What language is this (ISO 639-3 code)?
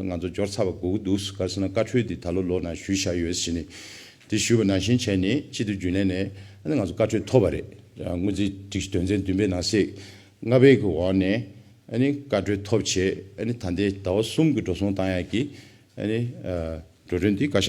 bod